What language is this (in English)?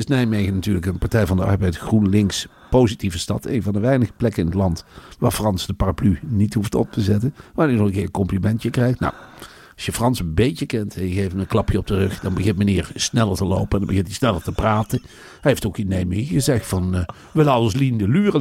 Dutch